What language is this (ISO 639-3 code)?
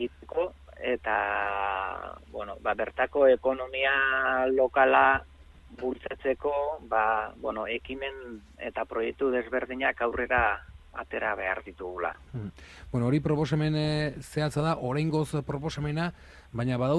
eus